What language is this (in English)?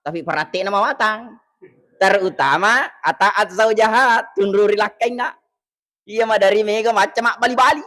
Buginese